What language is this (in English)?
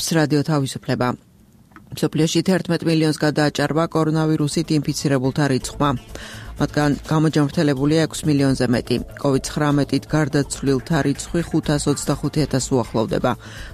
Georgian